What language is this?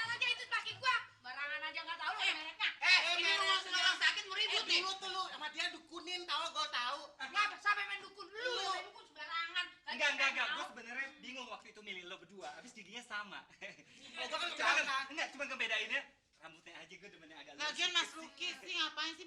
Betawi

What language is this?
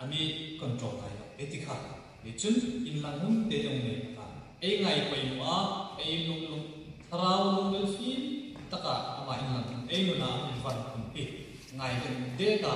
Hmar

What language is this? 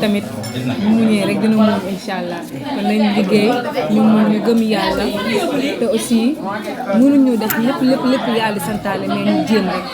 Wolof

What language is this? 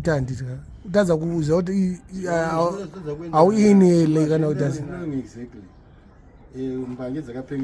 Shona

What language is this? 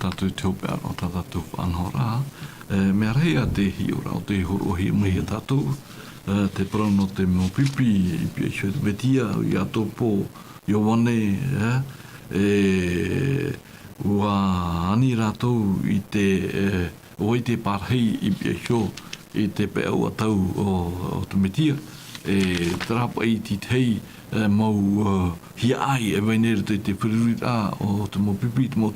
Tahitian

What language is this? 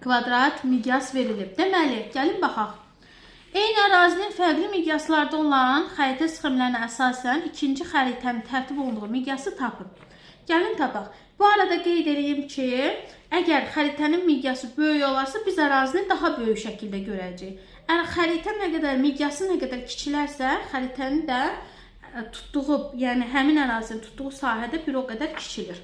Azerbaijani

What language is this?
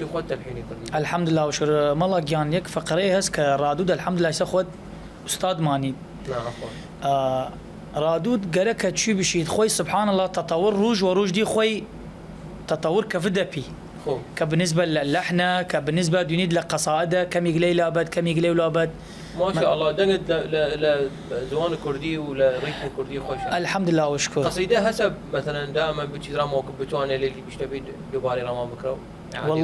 Southern Kurdish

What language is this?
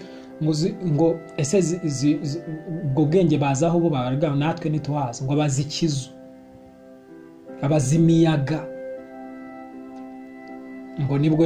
Kinyarwanda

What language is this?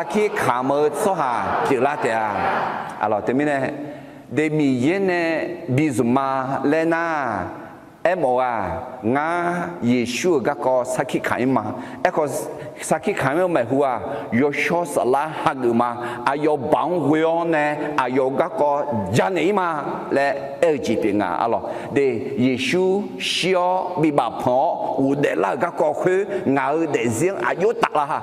Akha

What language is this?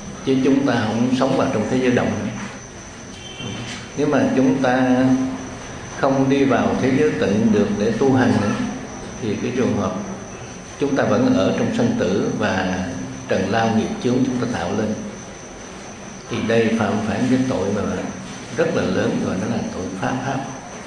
Vietnamese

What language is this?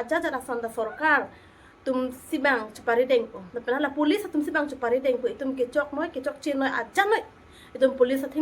Karbi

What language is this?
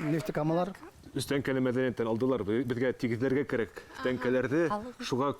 Bashkir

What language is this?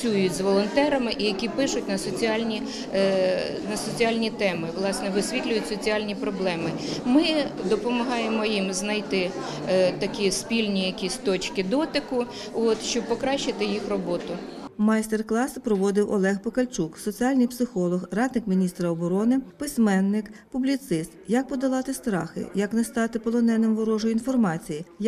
Ukrainian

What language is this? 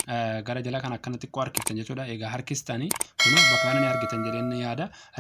Oromo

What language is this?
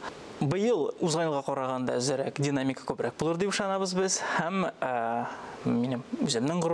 Tatar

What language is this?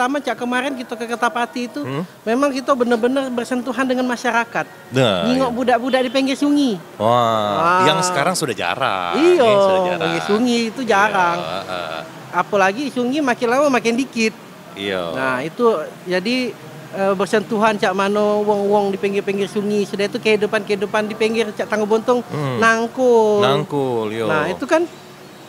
Musi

